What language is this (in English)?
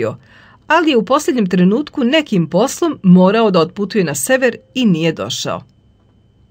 Serbian